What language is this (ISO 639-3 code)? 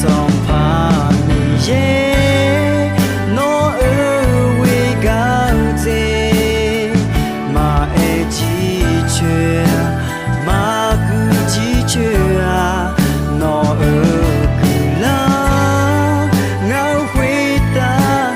ahk